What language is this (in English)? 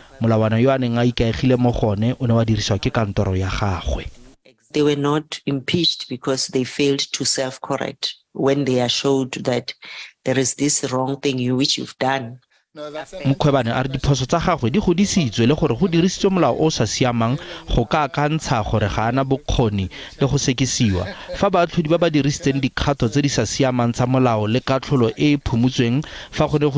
Tswana